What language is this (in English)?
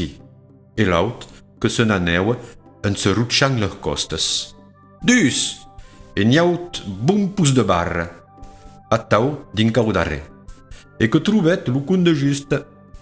Occitan